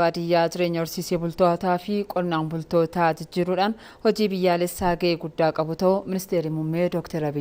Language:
Oromo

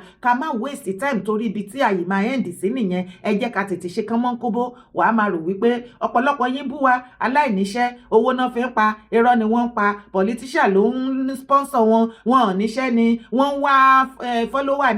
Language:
Yoruba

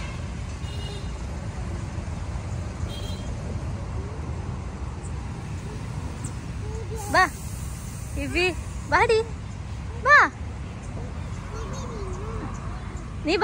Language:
Kannada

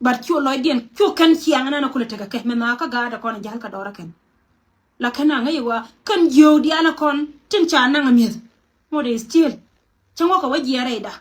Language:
Nuer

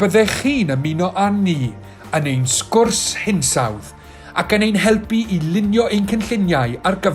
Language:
Welsh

